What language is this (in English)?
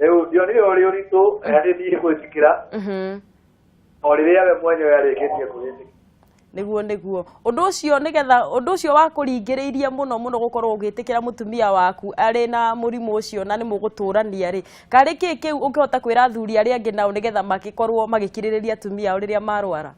Kikuyu